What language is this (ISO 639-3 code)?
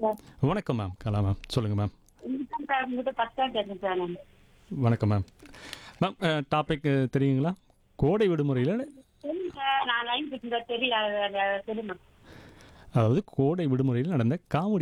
tam